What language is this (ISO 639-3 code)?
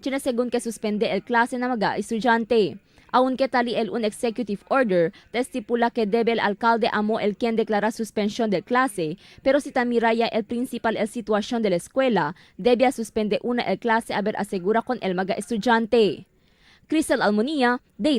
cbk